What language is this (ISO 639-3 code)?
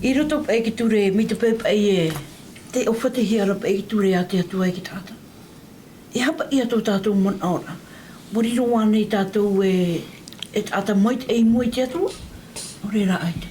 tah